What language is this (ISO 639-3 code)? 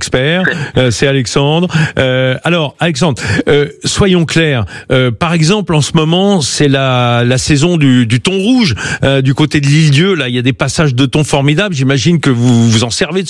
fra